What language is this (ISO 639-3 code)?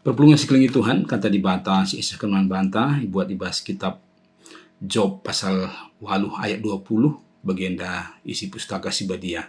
btx